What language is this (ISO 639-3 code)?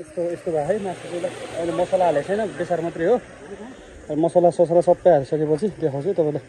nep